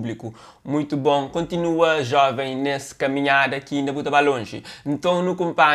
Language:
Kabuverdianu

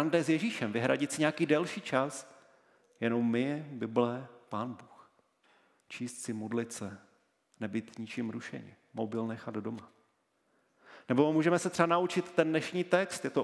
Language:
Czech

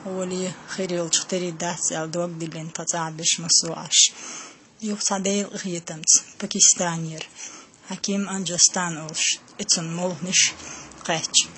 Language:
Chechen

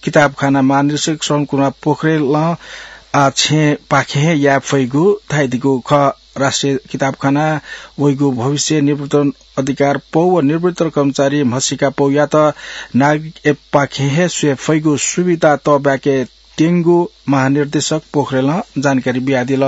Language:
Newari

